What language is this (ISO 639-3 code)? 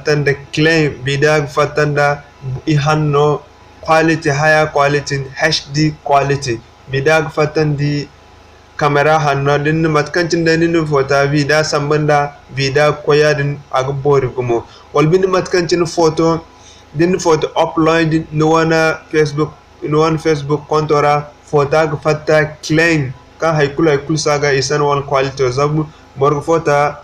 dje